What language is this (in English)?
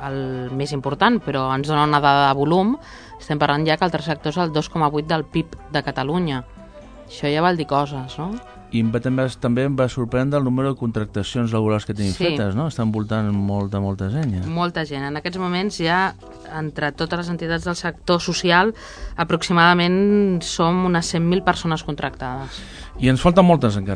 Catalan